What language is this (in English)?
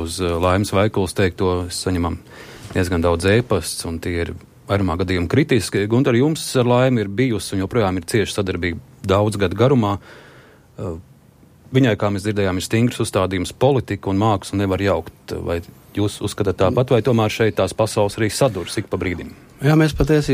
Latvian